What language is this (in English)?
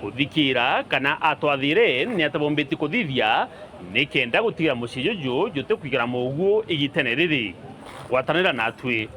Meru